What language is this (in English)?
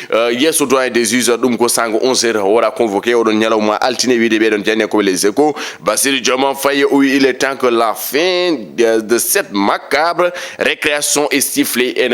Fula